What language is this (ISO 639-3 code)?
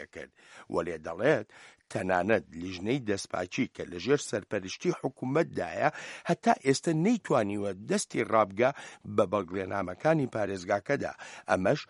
ckb